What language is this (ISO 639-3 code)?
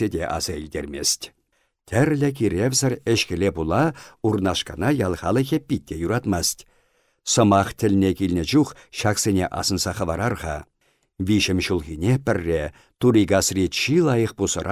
chv